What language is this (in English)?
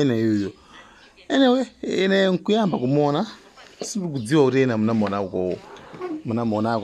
Nyanja